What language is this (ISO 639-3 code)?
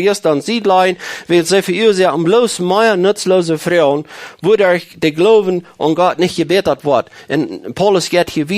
pdt